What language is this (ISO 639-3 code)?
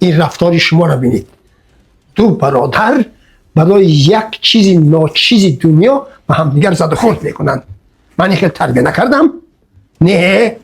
tgk